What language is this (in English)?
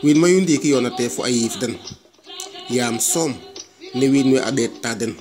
Serer